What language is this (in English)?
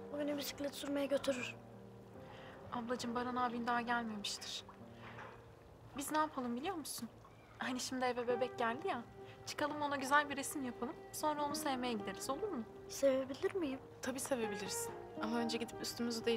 Turkish